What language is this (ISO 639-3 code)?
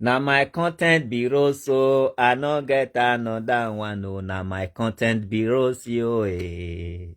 pcm